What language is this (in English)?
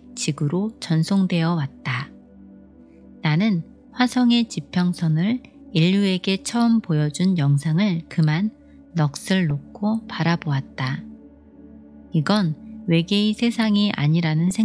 Korean